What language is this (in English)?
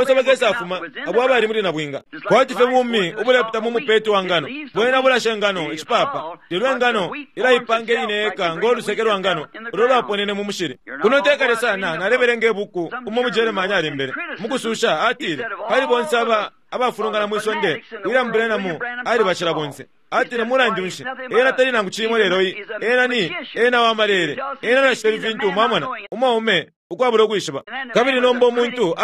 Bemba